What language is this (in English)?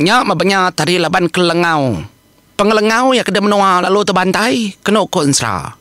Iban